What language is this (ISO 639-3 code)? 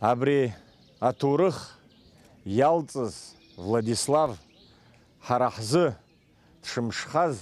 abk